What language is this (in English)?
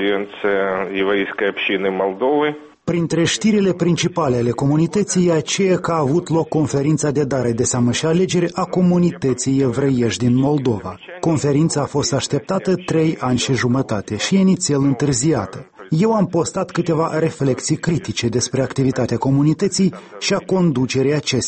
Romanian